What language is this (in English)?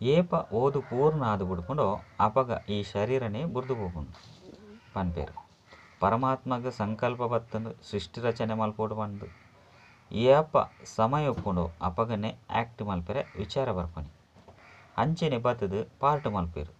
Tulu